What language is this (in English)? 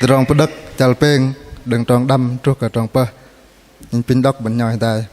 Bahnar